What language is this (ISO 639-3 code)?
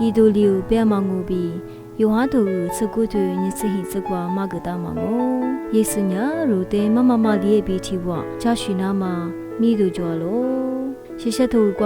lis